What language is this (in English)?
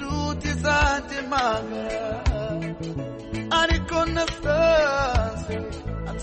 Kinyarwanda